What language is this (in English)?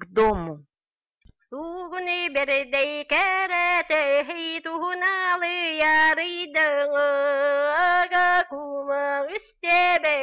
Yakut